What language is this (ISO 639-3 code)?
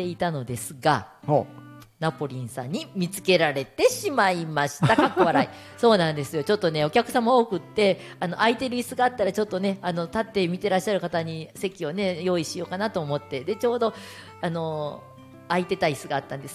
jpn